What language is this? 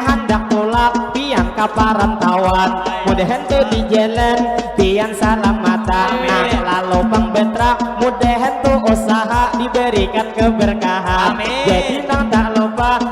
Banjar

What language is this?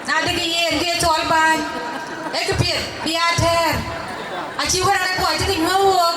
Dinka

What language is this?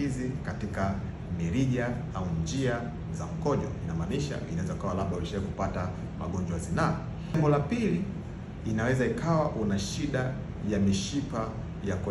Swahili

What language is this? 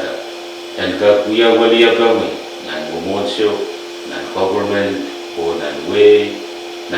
Pohnpeian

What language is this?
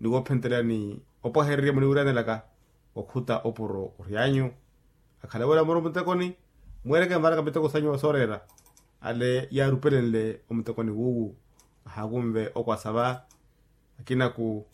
Makhuwa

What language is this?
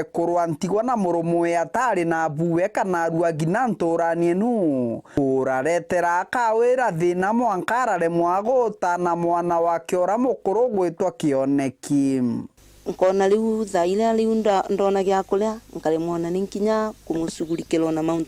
Meru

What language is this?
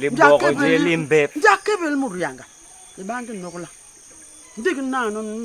Basaa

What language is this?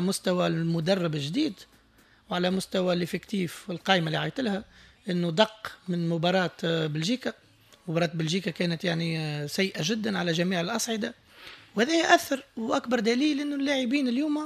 Tunisian Arabic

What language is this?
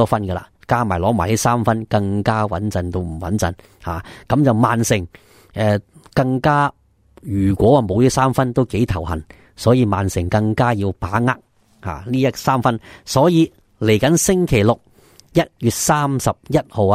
Cantonese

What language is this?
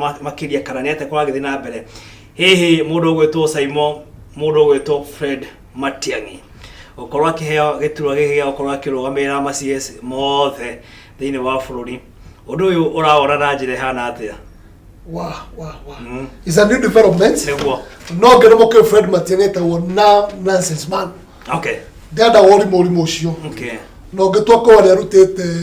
Kikuyu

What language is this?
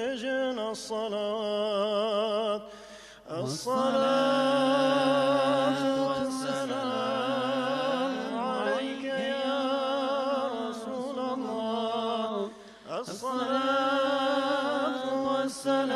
Kurdish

